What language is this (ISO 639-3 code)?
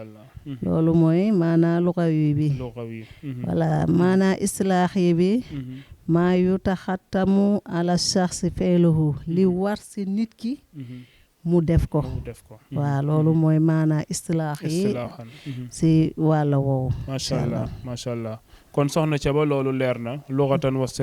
wol